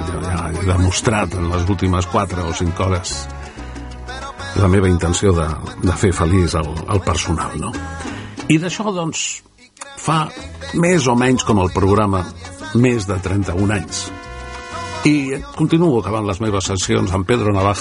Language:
Catalan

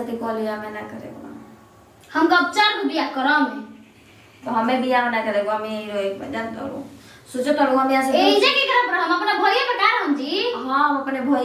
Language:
Bhojpuri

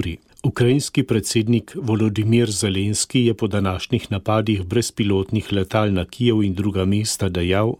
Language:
Slovenian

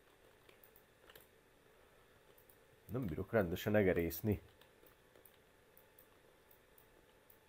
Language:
Hungarian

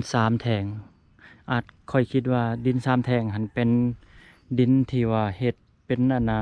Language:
Lao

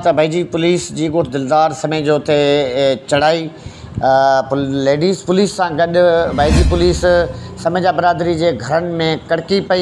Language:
Sindhi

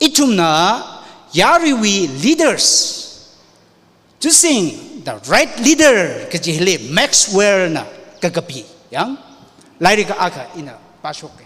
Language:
Tangkhul Naga (India)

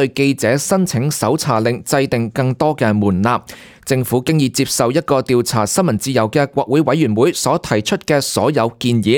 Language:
Cantonese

